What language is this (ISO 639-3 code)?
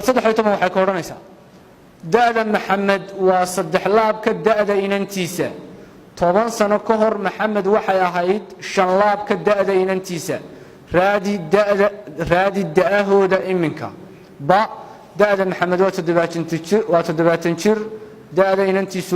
som